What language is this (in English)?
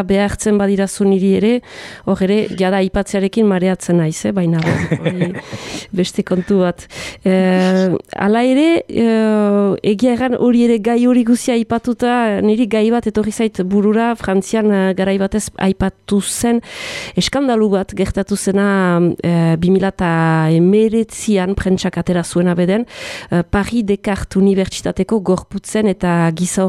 Basque